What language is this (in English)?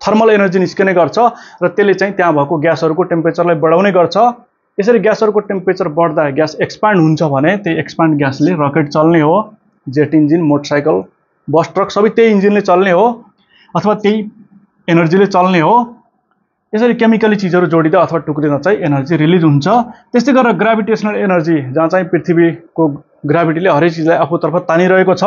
Nepali